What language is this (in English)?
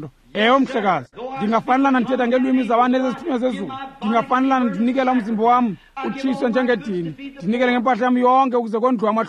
Xhosa